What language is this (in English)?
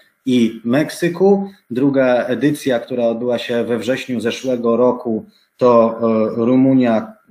Polish